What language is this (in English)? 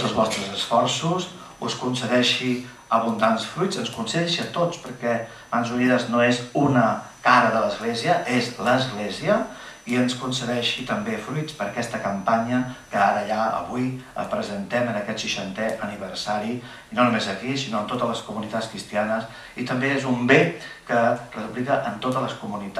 Catalan